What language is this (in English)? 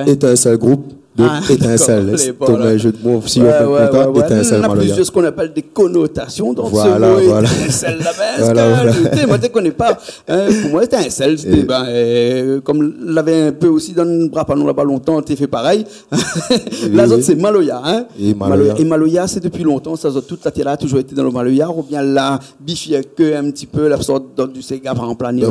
Réunion Creole French